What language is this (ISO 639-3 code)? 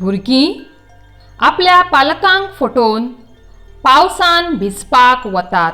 kok